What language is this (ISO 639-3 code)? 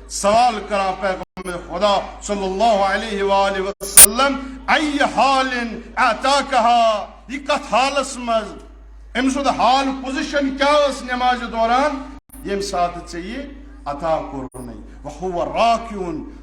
kas